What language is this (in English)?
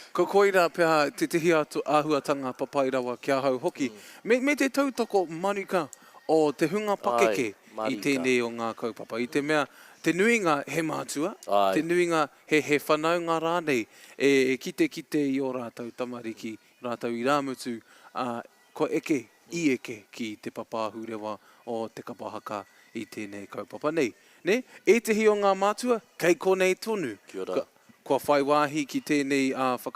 Māori